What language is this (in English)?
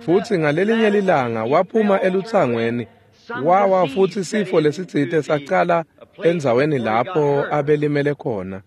Swati